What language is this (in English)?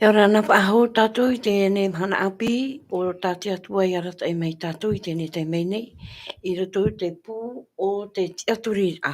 Tahitian